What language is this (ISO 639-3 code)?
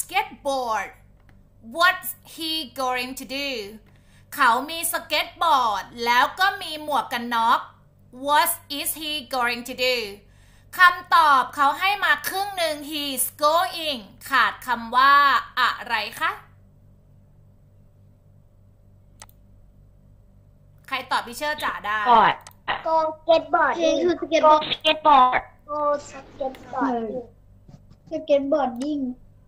tha